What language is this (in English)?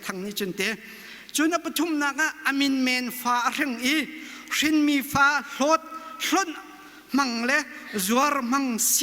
Hakha Chin